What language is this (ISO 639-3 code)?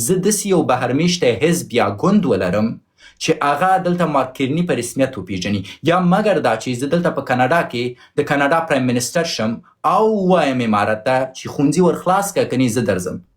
pus